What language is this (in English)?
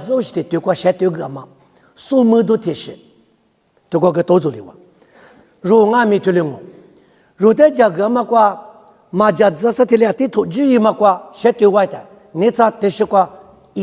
Lisu